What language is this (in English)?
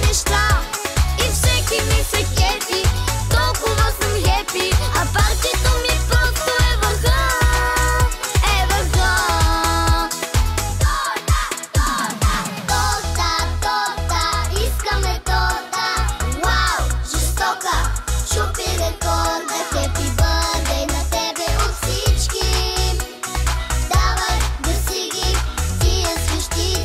Bulgarian